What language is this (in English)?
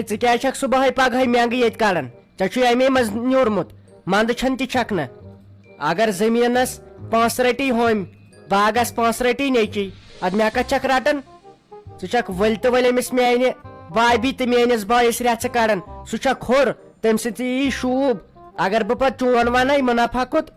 Kashmiri